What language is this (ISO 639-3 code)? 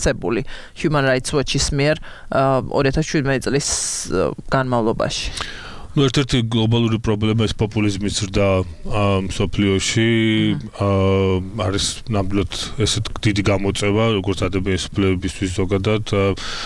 kat